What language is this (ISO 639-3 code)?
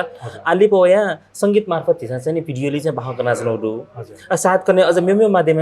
new